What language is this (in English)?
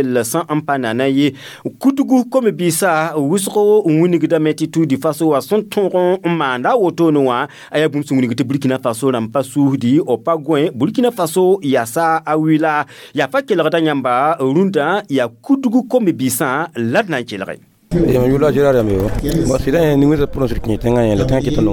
Mossi